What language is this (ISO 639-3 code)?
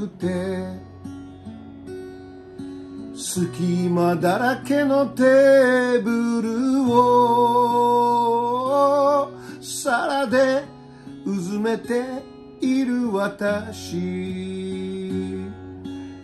jpn